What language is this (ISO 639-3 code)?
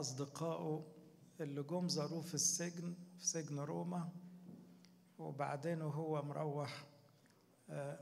arz